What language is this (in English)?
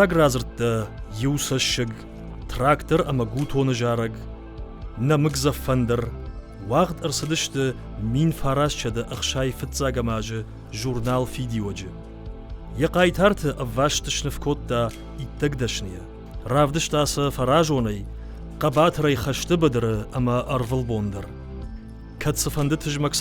Ossetic